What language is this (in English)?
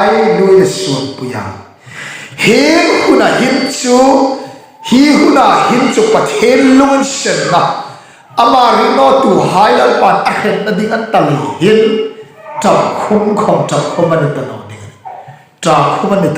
Hmar